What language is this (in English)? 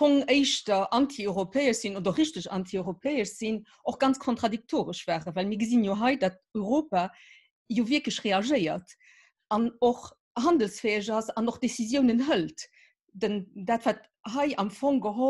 Luxembourgish